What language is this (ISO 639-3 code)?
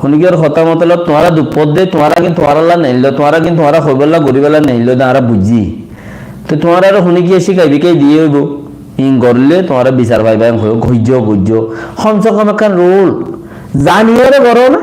rhg